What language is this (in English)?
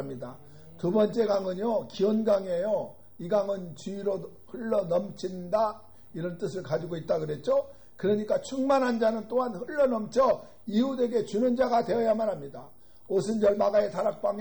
Korean